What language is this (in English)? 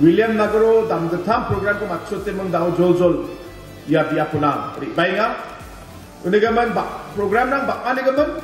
Garo